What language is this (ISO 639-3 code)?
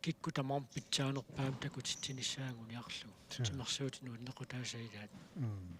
kal